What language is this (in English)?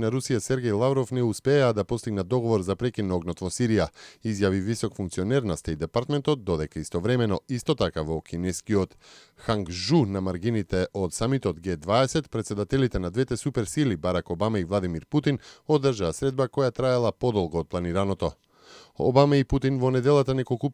Macedonian